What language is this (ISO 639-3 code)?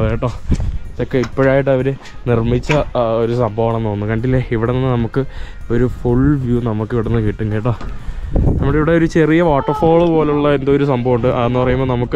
mal